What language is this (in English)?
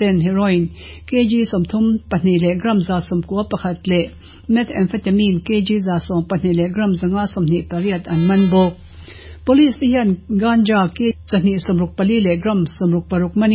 Mizo